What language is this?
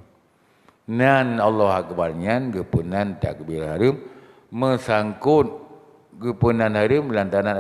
Achinese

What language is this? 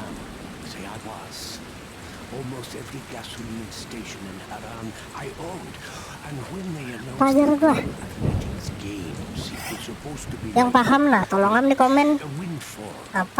Banjar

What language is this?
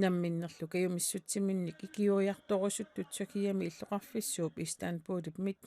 Kalaallisut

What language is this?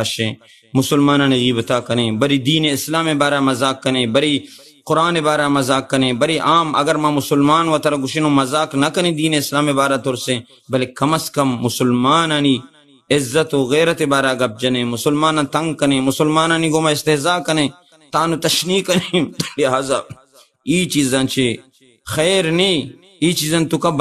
Baluchi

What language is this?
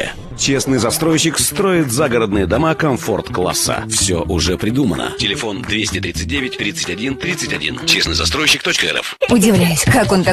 Russian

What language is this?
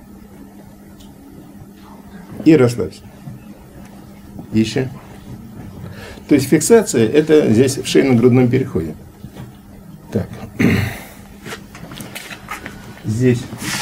Russian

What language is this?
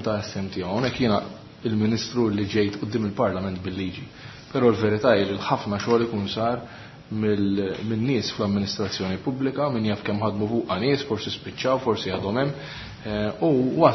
Maltese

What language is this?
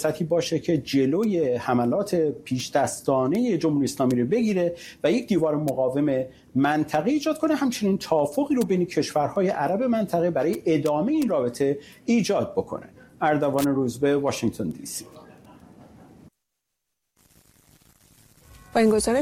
Persian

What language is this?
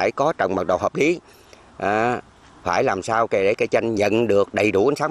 Vietnamese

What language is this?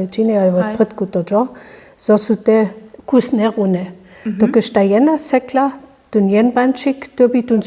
Upper Sorbian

